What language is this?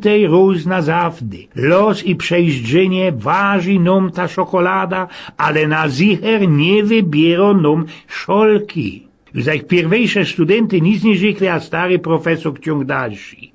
Silesian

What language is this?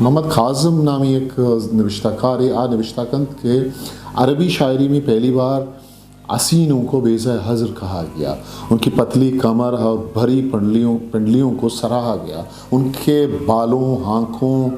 Eastern Balochi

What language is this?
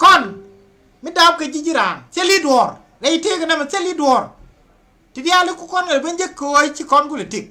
Nuer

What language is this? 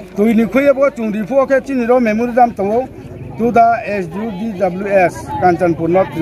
Riang (India)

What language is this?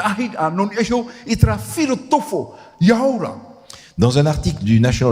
Tahitian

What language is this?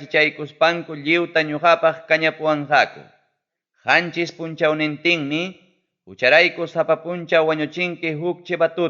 Ayacucho Quechua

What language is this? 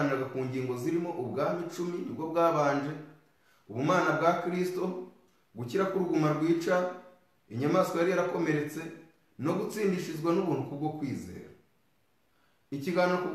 Kinyarwanda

